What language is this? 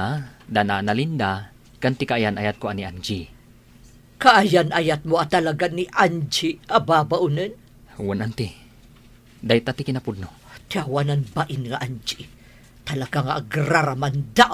Iloko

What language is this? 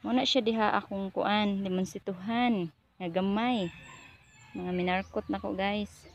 Cebuano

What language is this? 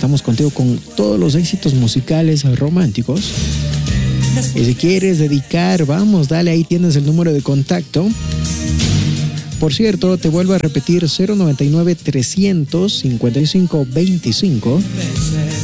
Spanish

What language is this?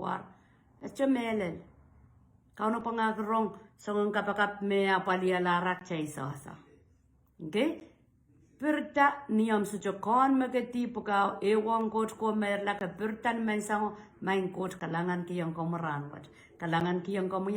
Pohnpeian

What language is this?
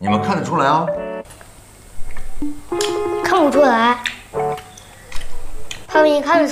Chinese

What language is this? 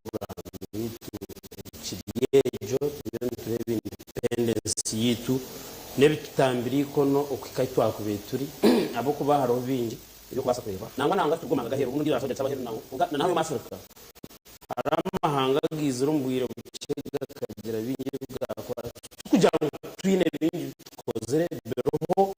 Nyankole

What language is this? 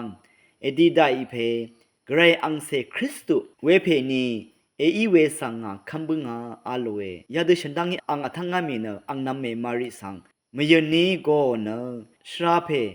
Rawang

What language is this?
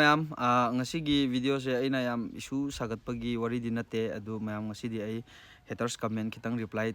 Manipuri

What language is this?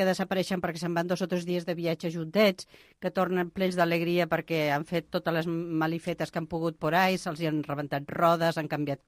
Catalan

